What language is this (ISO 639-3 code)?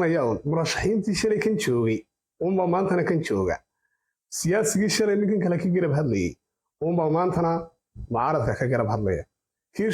som